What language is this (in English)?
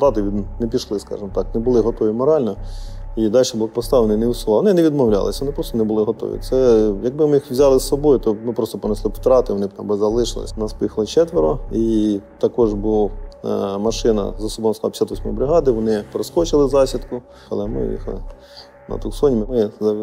Ukrainian